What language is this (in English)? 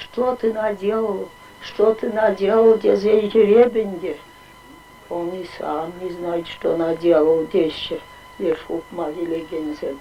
Chuvash